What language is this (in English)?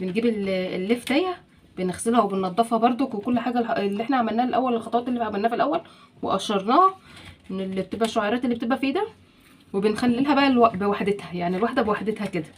Egyptian Arabic